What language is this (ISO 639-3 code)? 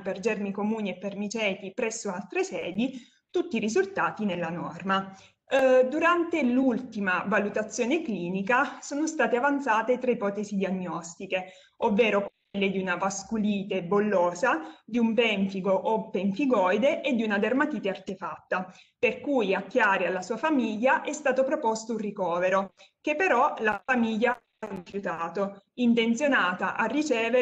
ita